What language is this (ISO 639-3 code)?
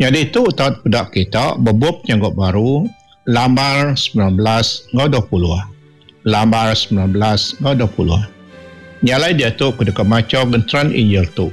iba